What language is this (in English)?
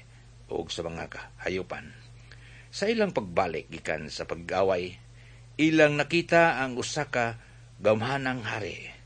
Cebuano